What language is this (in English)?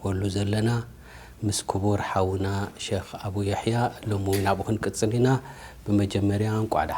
Tigrinya